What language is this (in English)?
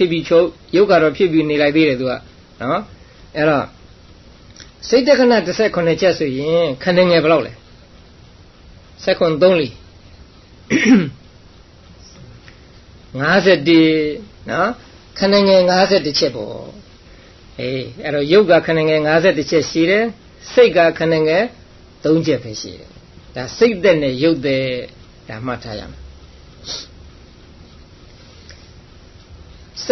Burmese